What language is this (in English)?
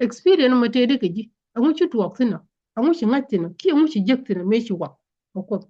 Nuer